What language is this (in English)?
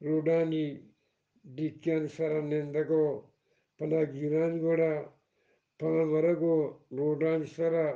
Eastern Balochi